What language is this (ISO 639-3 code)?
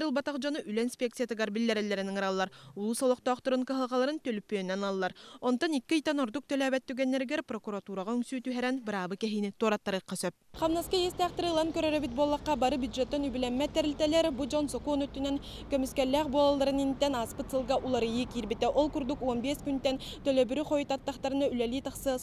sah